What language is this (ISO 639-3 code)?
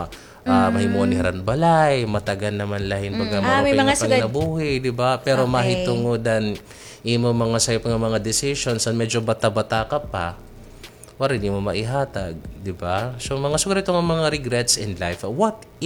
war